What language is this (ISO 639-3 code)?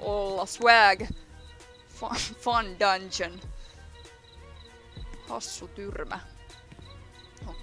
fin